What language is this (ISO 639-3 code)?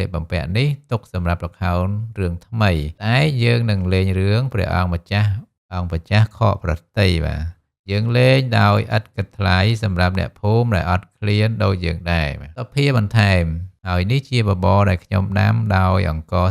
khm